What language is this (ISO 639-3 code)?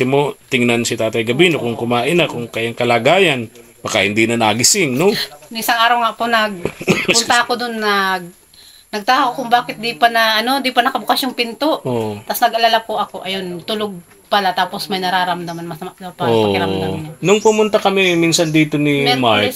fil